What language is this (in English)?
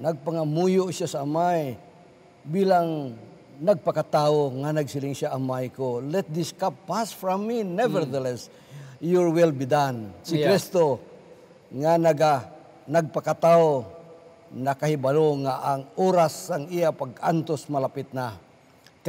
Hiligaynon